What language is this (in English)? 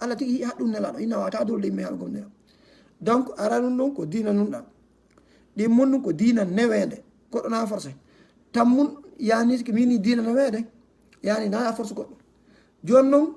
Fula